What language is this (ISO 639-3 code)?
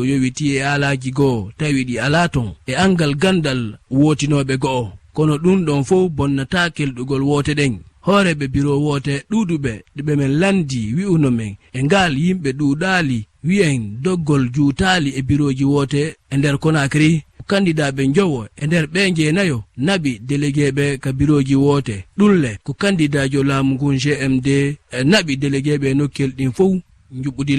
ful